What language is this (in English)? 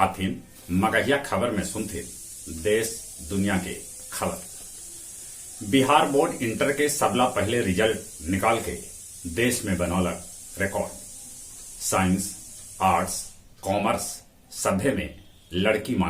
Magahi